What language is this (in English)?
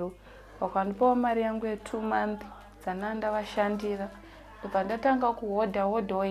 Shona